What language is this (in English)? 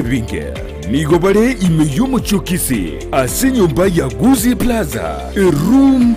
Gusii